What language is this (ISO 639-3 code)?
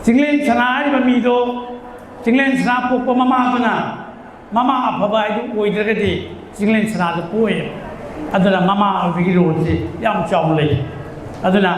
mni